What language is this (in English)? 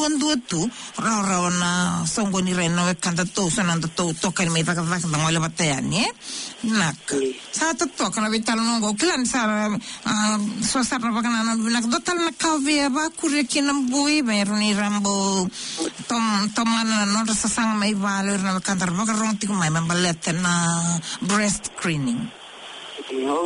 Fijian